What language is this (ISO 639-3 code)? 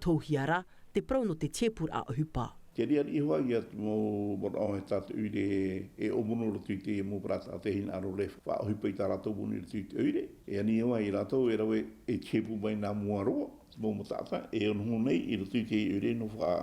tah